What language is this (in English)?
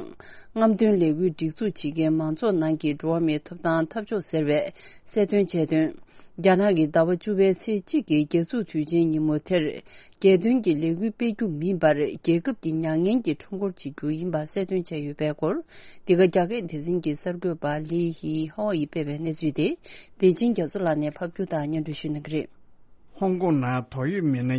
Tibetan